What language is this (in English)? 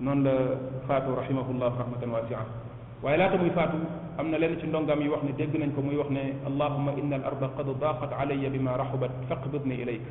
Wolof